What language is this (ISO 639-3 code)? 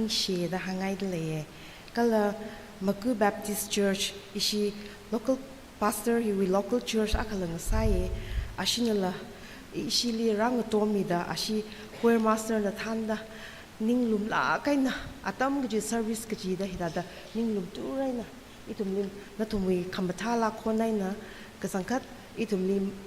nmf